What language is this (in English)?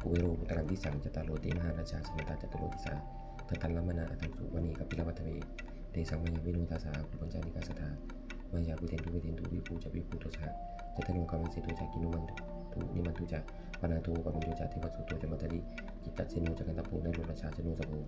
Pali